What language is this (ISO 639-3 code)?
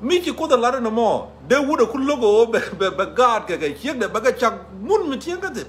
nus